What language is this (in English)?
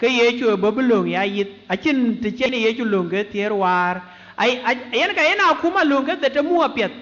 Dinka